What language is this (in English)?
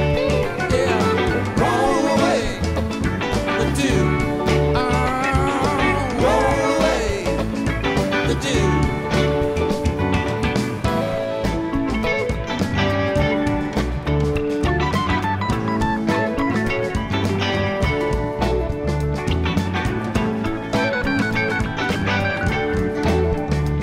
English